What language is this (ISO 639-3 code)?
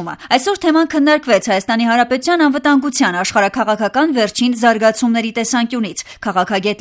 hye